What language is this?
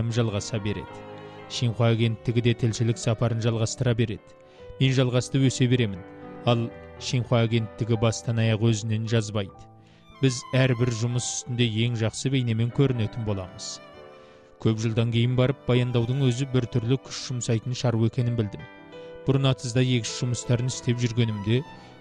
Kazakh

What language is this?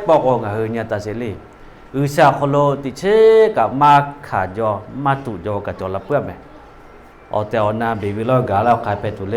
Lahu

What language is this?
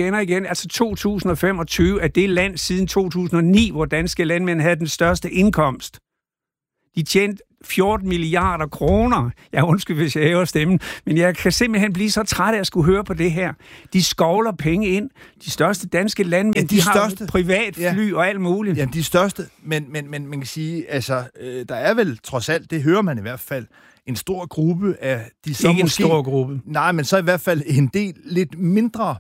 Danish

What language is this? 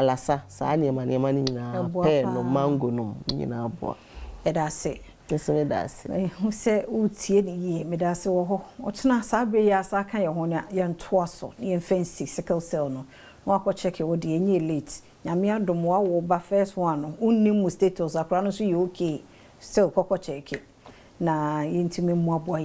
Akan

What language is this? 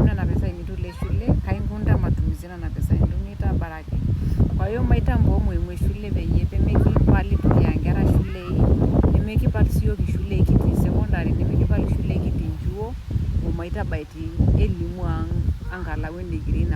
Masai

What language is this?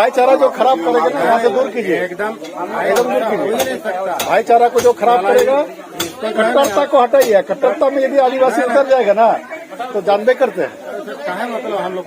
Santali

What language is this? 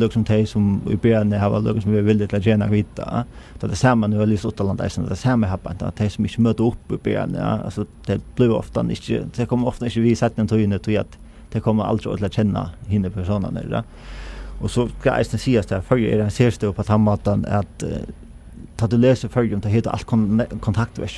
Faroese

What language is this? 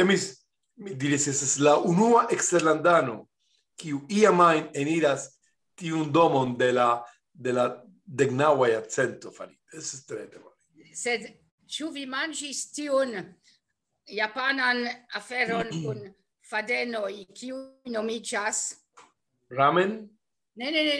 Esperanto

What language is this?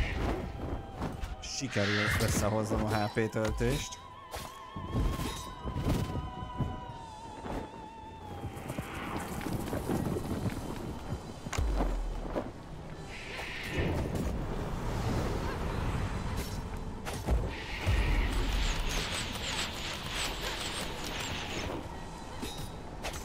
Hungarian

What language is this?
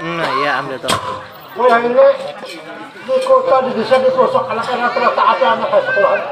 Banjar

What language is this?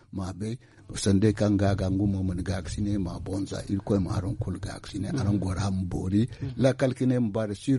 Zarma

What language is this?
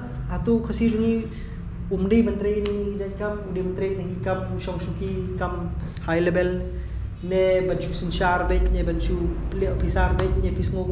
Khasi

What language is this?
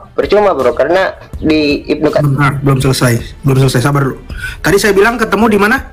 Indonesian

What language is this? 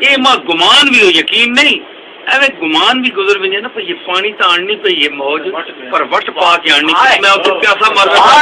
Saraiki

